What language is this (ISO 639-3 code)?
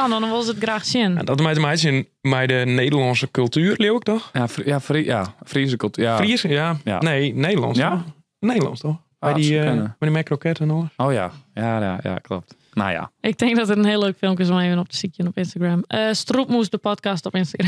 fry